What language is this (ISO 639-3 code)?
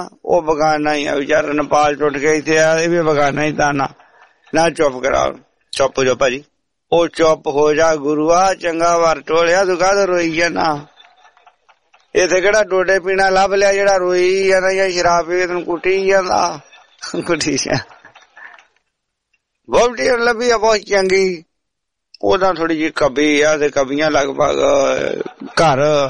pan